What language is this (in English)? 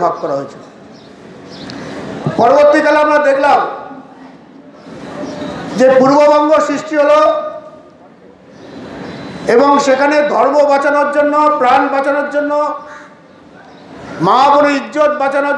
Bangla